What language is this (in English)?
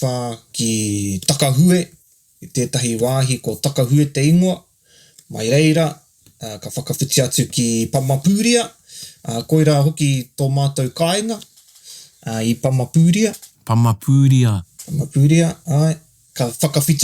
Māori